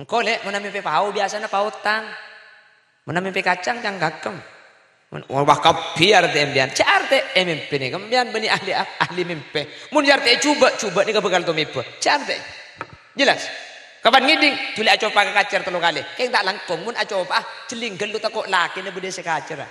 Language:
Madurese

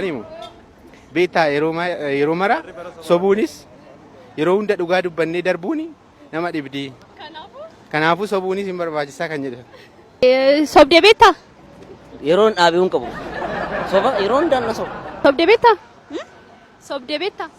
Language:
Oromo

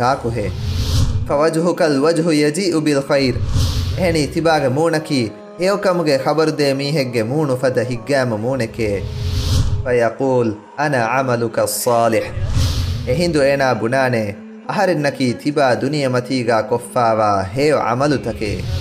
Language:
Divehi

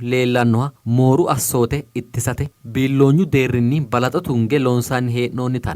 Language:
Sidamo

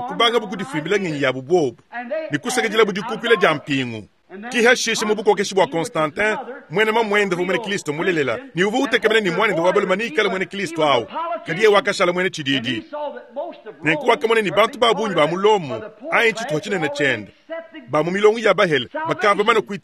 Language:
Luba-Lulua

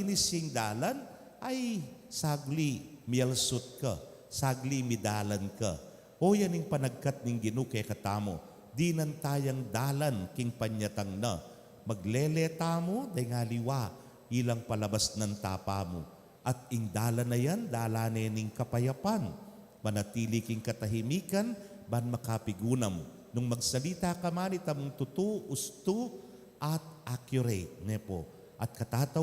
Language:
Pampanga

